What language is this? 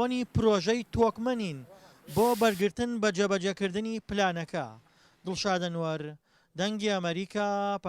Central Kurdish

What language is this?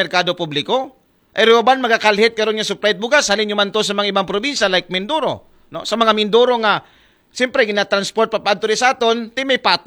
Aklanon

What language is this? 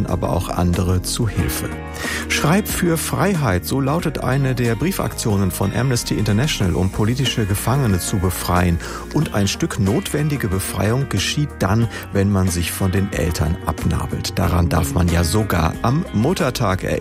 German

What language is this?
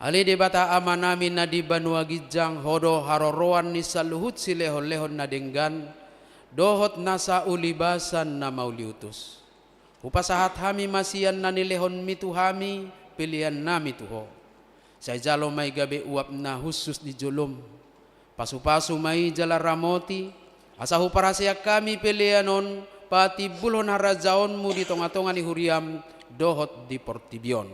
Batak Toba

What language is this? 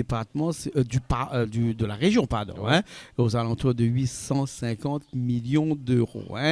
Réunion Creole French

